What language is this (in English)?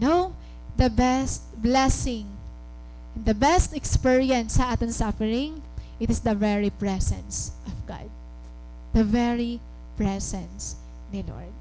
Waray